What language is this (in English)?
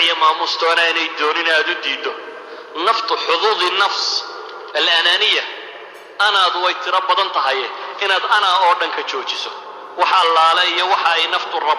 Somali